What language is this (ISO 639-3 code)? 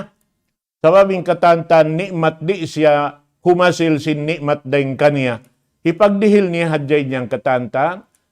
tsg